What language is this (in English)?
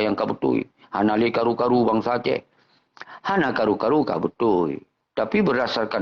Achinese